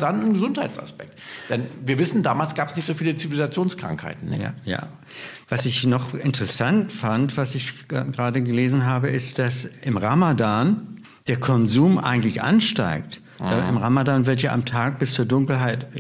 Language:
German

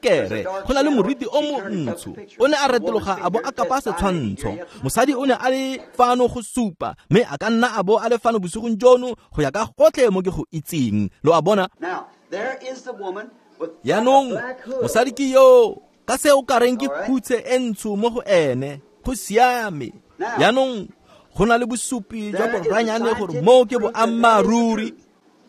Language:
Tswana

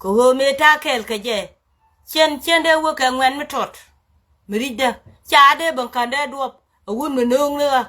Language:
Nuer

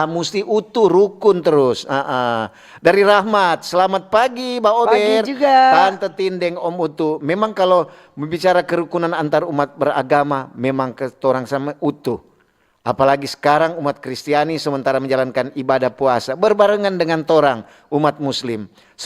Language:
Manado Malay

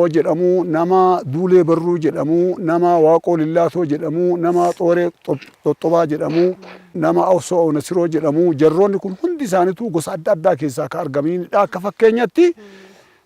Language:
Oromo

